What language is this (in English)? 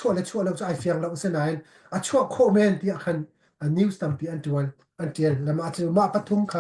Hakha Chin